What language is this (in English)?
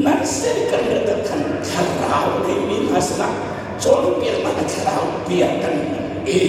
Hakha Chin